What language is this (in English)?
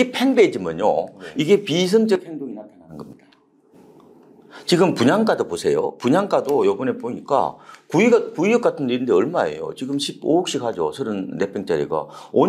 Korean